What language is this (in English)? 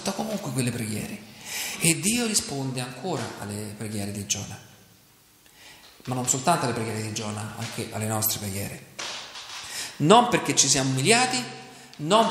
Italian